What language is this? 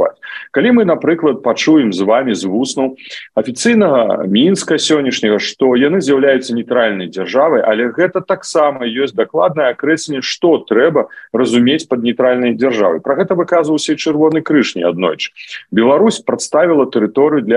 Belarusian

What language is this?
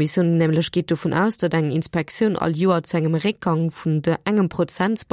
Luxembourgish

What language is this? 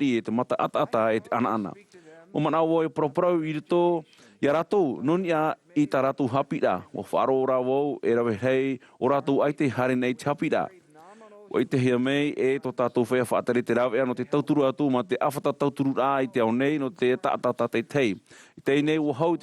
Tahitian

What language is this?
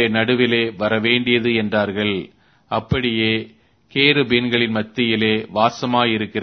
Tamil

